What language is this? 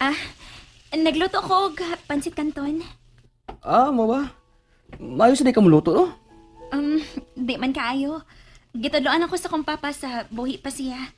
Cebuano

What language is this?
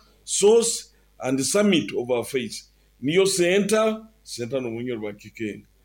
Nyoro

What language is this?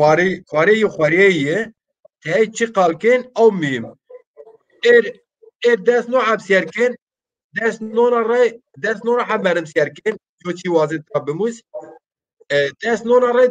Zaza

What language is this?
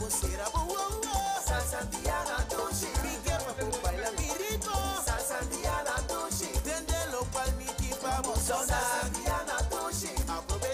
Papiamento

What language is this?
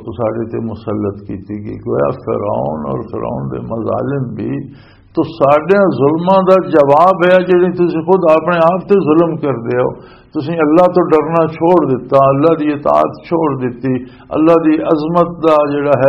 Western Panjabi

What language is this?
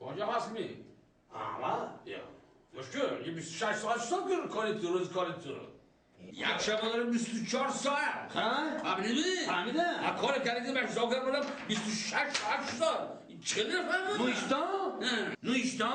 Tajik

